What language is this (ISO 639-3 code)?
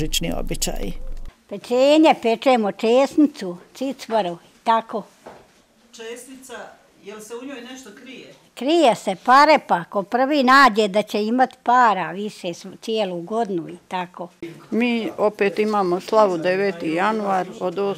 bos